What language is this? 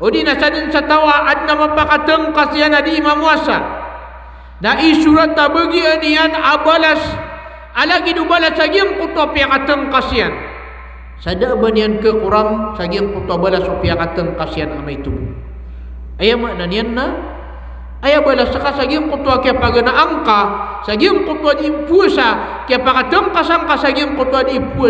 Maranao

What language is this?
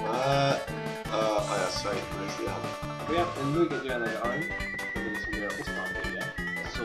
Faroese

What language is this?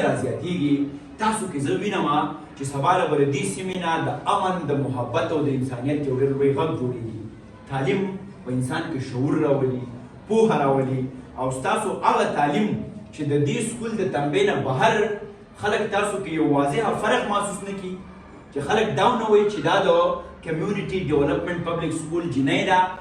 Pashto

